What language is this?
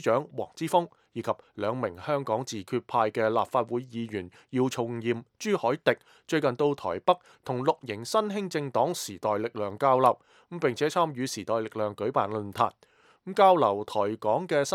Cantonese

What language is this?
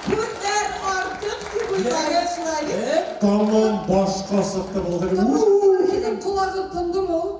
Bashkir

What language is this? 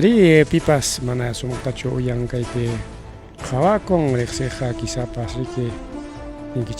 Ayacucho Quechua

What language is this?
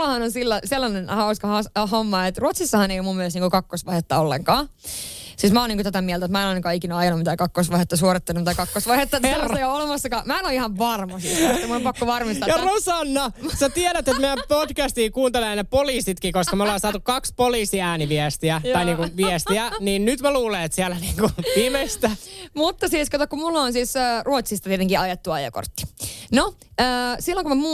Finnish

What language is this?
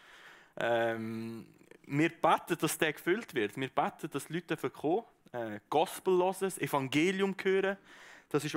Swiss German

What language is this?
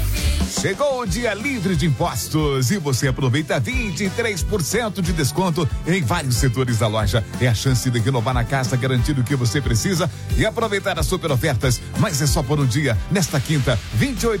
Portuguese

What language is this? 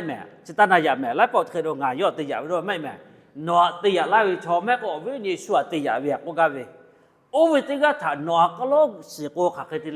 Lahu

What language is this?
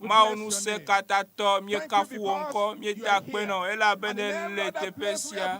Ewe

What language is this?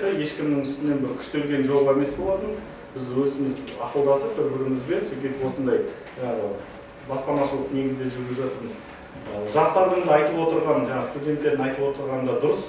Kazakh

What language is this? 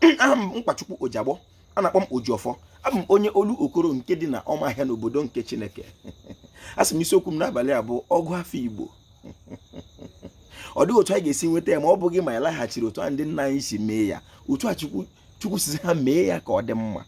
Igbo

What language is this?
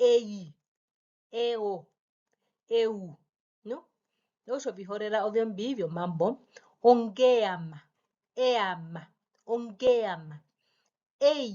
Herero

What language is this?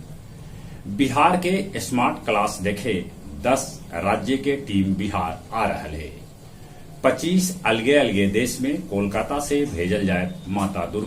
Magahi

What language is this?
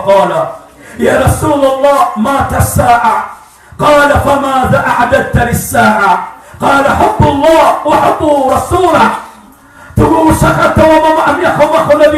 Maranao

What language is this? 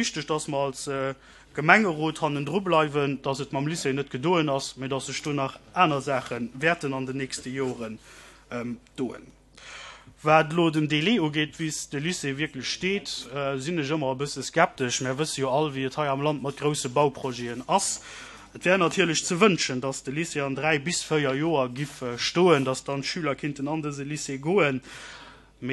Luxembourgish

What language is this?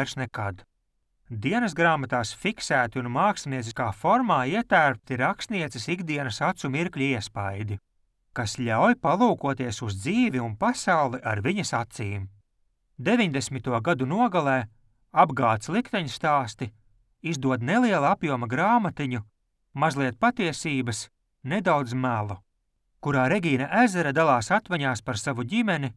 Latvian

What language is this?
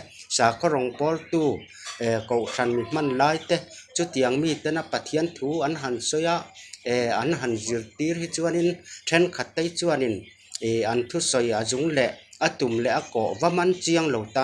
Mizo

